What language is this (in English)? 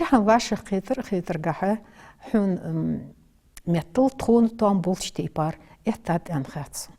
Ingush